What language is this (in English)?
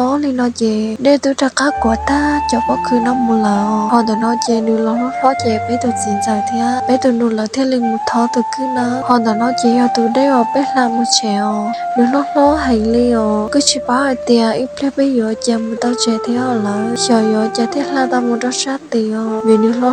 Hmong